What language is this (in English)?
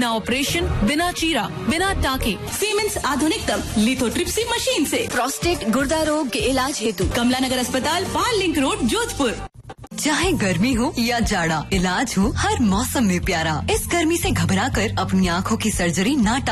Hindi